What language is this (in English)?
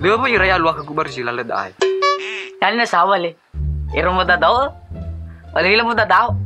Nias